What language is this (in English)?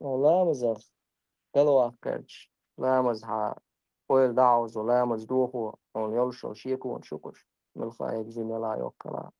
Chechen